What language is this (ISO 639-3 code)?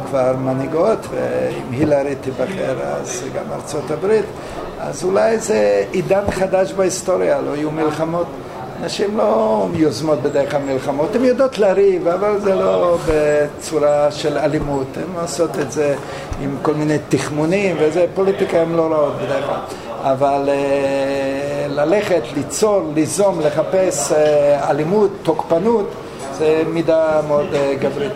heb